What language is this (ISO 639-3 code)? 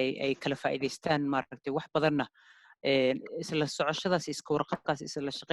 som